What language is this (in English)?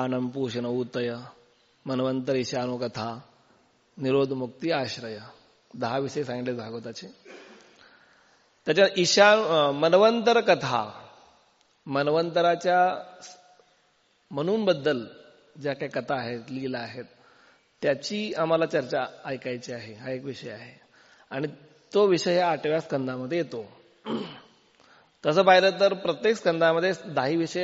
Marathi